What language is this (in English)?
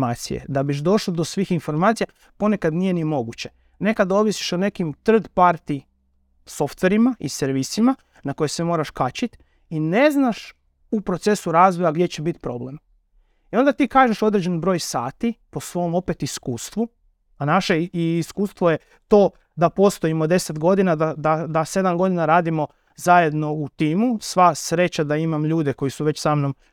Serbian